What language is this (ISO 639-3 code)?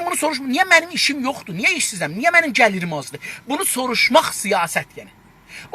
azb